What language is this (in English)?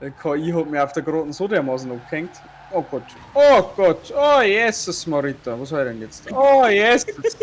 Bavarian